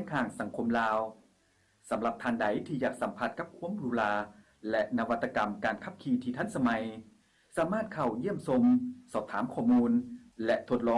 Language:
Lao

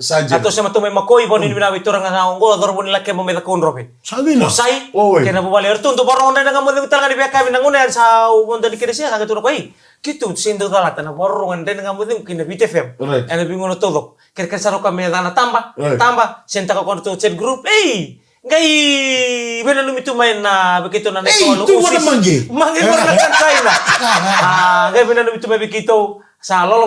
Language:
Fijian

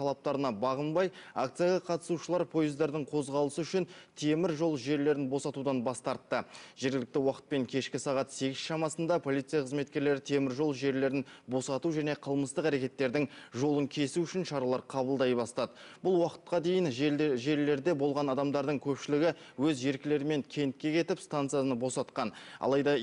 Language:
Kazakh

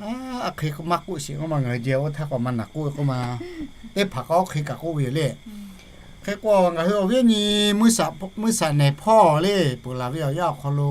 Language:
Lahu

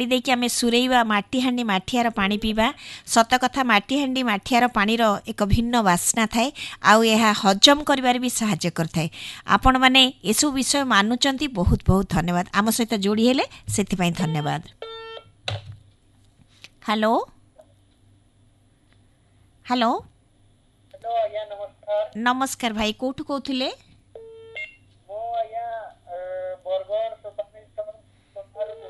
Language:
Odia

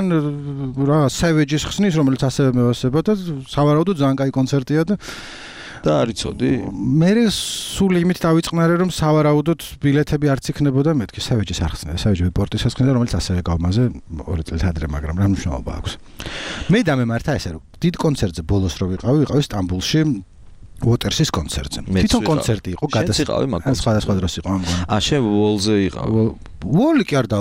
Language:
Georgian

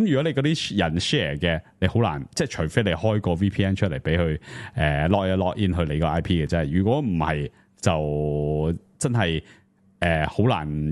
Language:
Cantonese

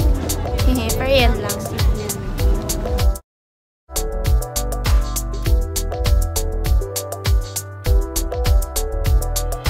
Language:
Filipino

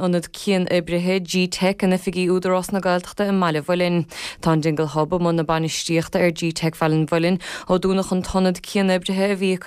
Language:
Irish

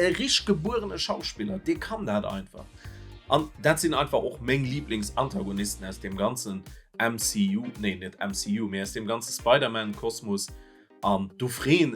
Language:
Luxembourgish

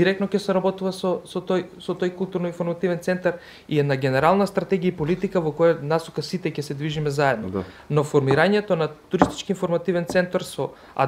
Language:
Macedonian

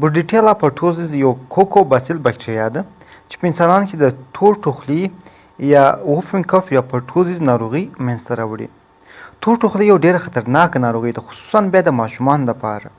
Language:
Pashto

